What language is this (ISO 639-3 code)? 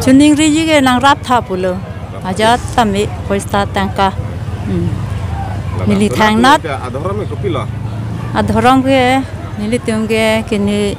mjw